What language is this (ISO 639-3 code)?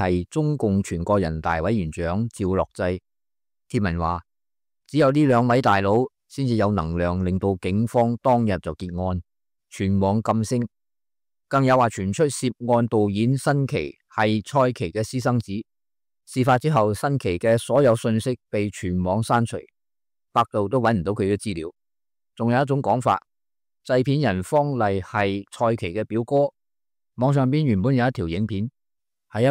yue